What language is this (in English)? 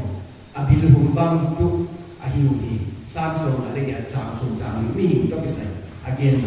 Paite Chin